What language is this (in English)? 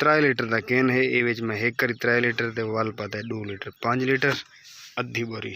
Saraiki